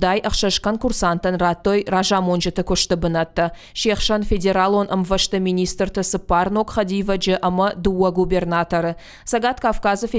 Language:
Ossetic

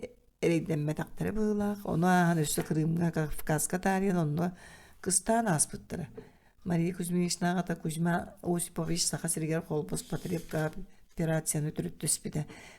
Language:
Yakut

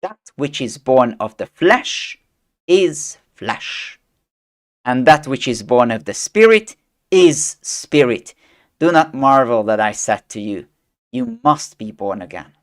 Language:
English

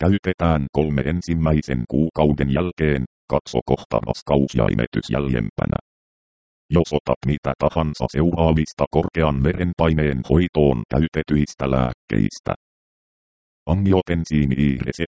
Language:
Finnish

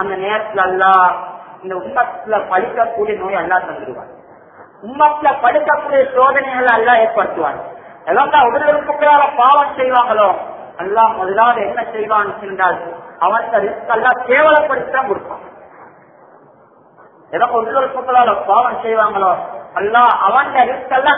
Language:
Tamil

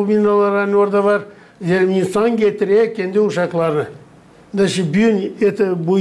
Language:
Gagauz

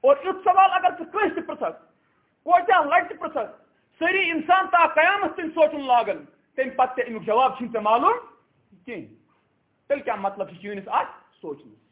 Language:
Kashmiri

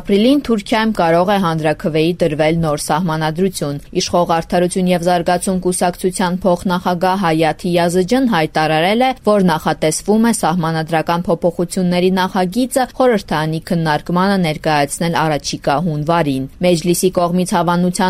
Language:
Armenian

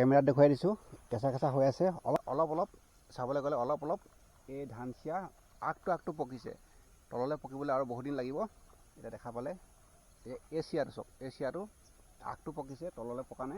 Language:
Assamese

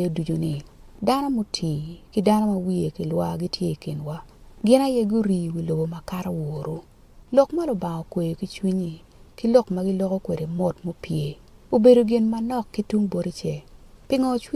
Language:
Acoli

